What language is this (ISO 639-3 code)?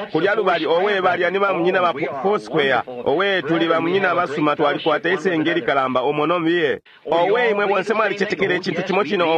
bem